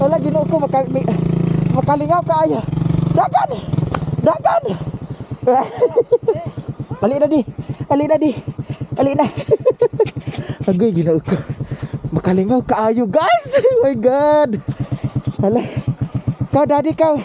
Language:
Cebuano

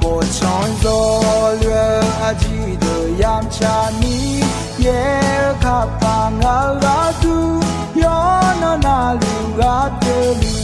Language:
Akha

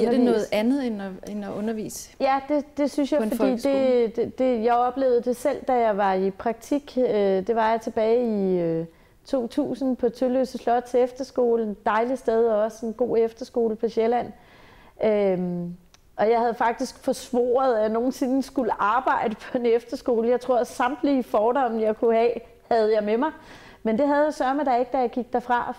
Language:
Danish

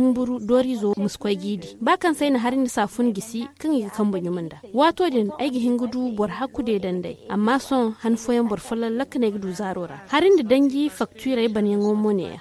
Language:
Zarma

